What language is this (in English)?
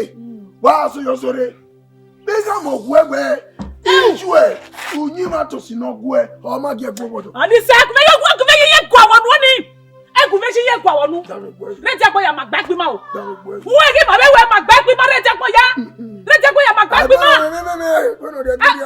Bini